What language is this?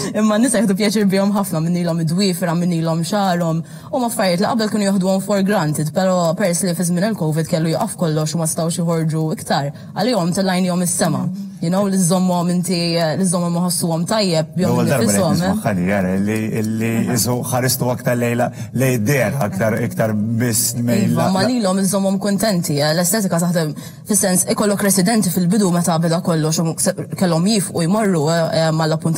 Maltese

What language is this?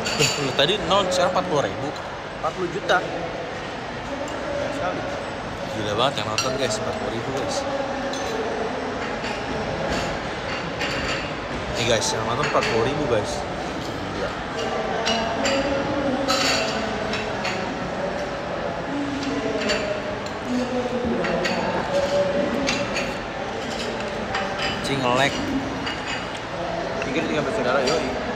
Indonesian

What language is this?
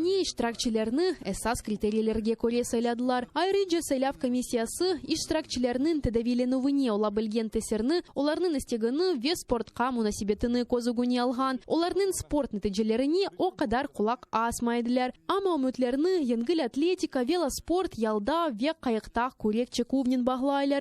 Crimean Tatar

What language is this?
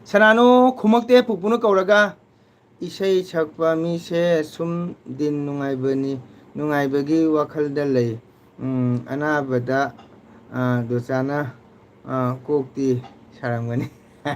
Manipuri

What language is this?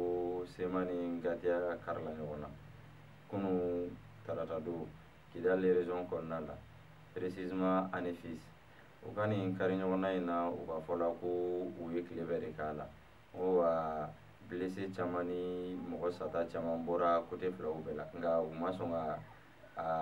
Bambara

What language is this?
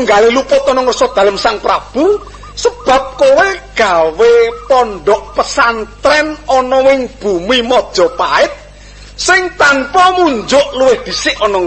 Javanese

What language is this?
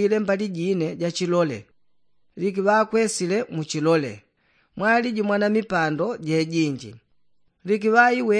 Yao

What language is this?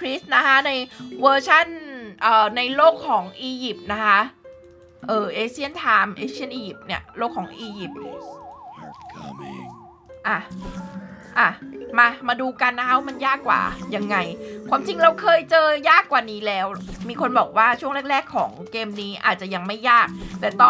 Thai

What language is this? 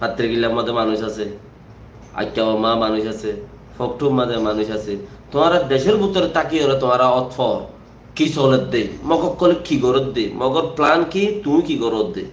Rohingya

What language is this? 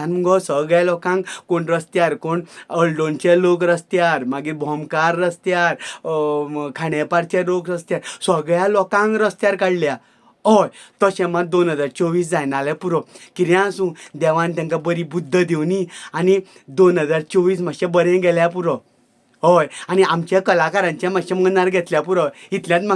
Konkani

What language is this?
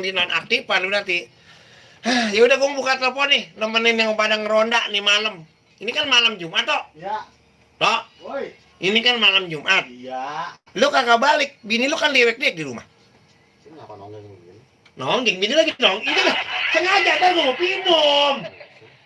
Betawi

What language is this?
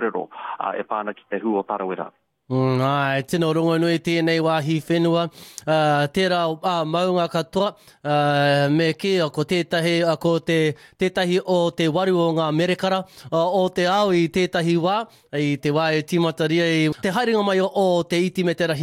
Māori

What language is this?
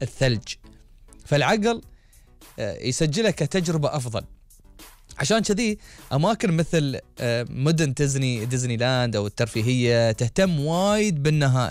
Gulf Arabic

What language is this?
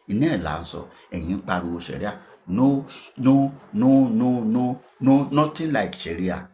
Yoruba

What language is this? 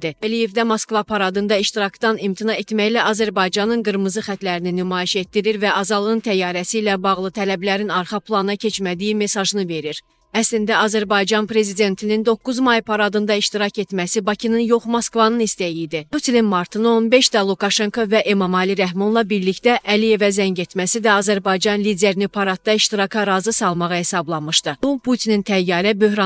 Azerbaijani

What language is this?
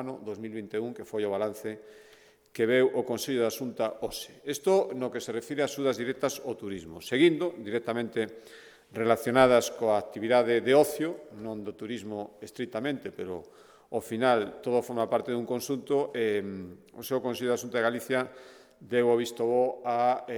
Galician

